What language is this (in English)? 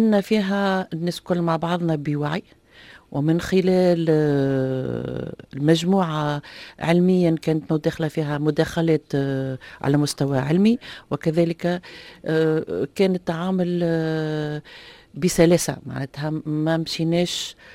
Tunisian Arabic